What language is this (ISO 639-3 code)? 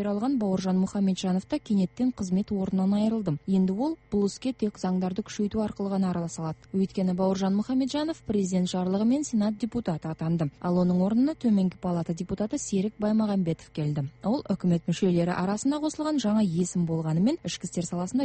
kaz